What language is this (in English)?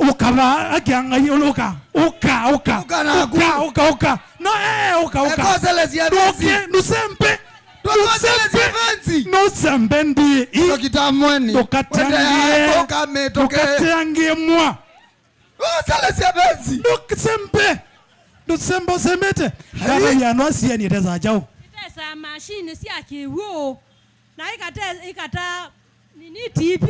Kamba